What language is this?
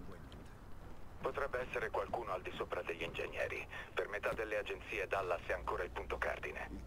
Italian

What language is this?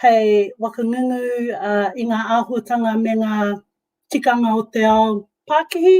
Māori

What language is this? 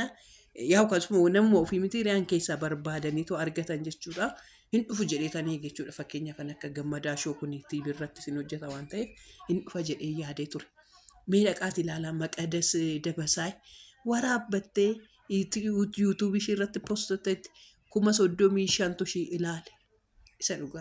Oromo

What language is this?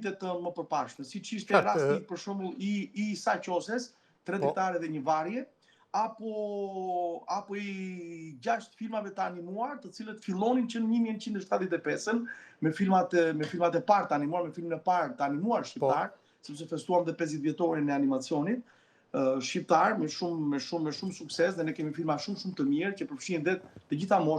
Albanian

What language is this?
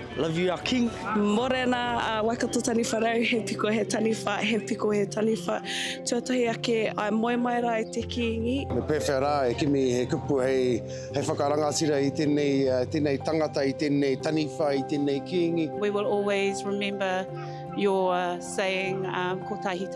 Māori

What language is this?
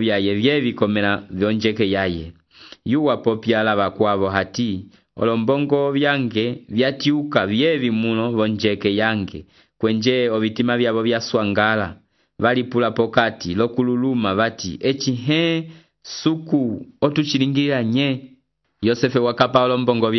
Umbundu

